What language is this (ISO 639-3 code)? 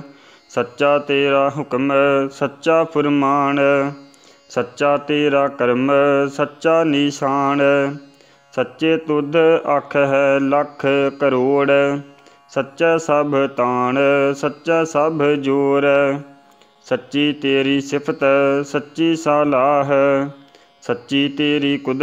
pan